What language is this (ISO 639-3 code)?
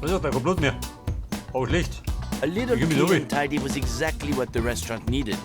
bar